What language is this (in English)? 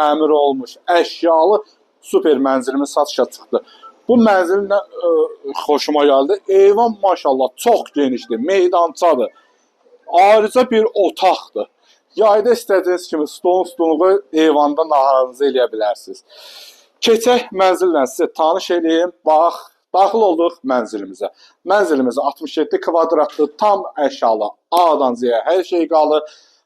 Azerbaijani